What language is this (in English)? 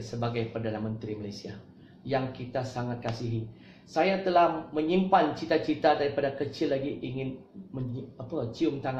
Malay